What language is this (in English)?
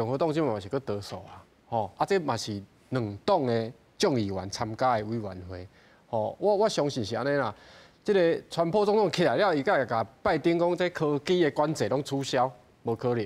Min Nan Chinese